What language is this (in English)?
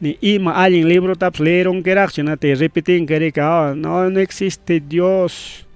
Ayacucho Quechua